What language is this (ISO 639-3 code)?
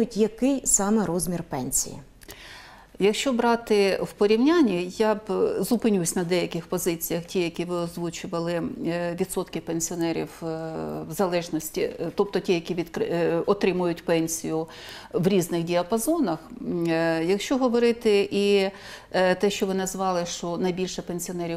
ukr